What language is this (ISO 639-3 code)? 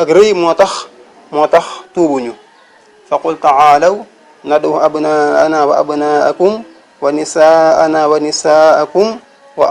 wol